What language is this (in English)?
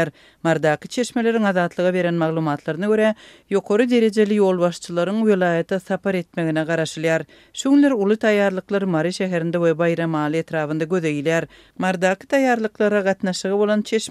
Turkmen